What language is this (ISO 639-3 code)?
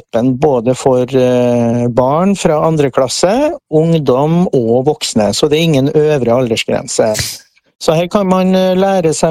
nor